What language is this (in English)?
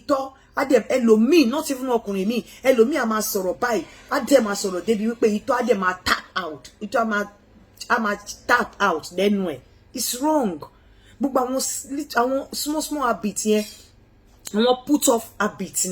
Yoruba